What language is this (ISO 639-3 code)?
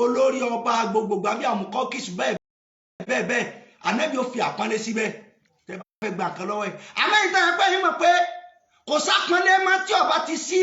yor